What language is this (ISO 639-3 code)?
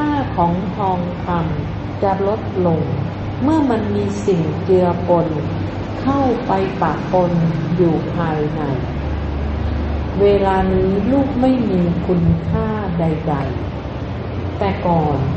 tha